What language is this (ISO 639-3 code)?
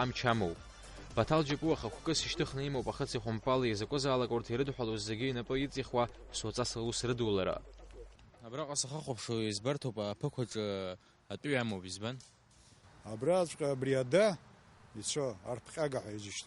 abk